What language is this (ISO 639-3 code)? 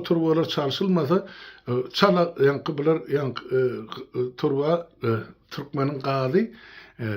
tuk